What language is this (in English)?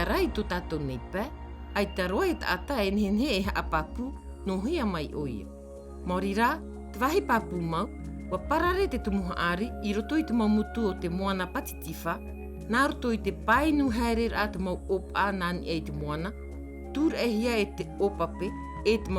Tahitian